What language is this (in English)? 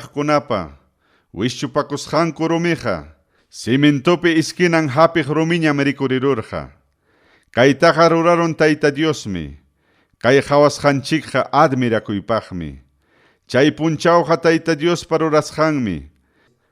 Ayacucho Quechua